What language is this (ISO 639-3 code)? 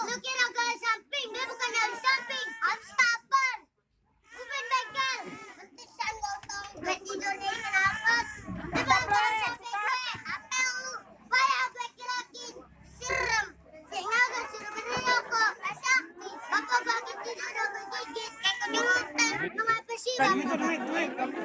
bew